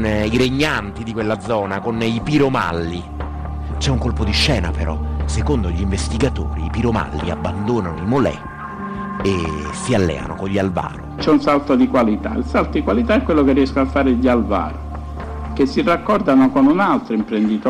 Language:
Italian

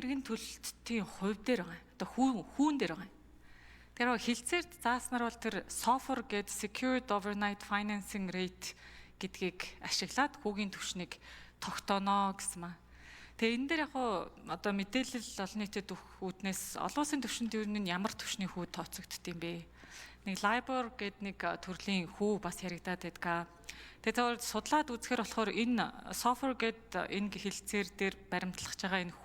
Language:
Mongolian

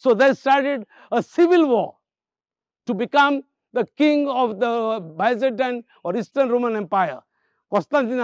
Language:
Konkani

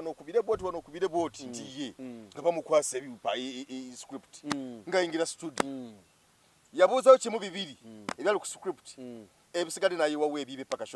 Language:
Ganda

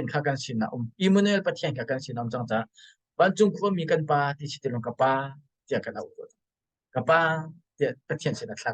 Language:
Hakha Chin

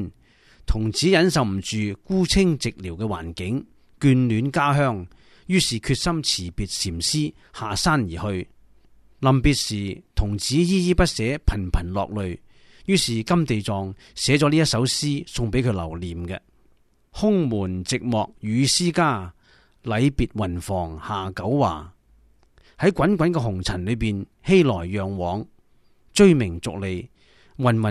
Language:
Cantonese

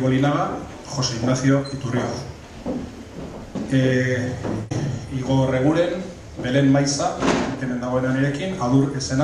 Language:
Basque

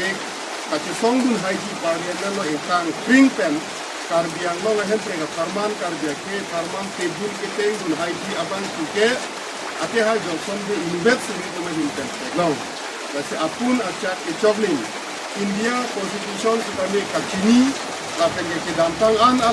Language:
Karbi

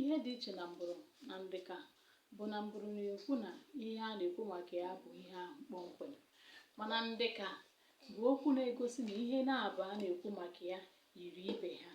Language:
Igbo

